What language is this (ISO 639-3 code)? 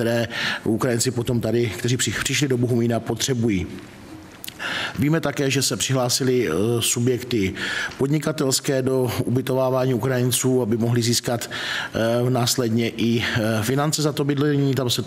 ces